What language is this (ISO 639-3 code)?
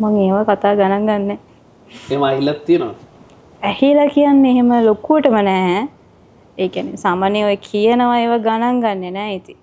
sin